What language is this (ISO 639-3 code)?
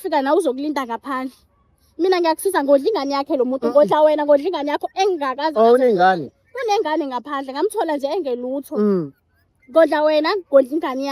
zul